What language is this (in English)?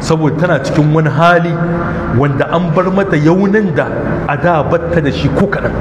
Hausa